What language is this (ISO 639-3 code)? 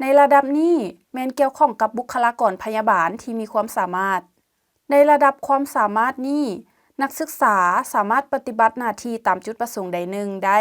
lao